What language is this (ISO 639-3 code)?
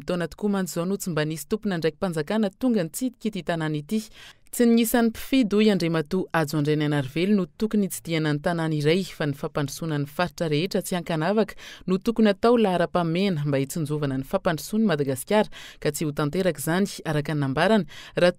mlg